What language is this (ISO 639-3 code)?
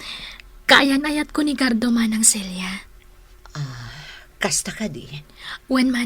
ilo